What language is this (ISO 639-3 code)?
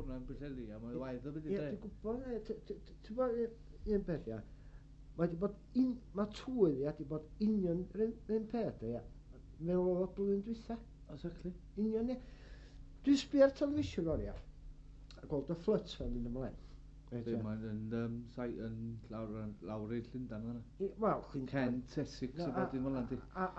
cym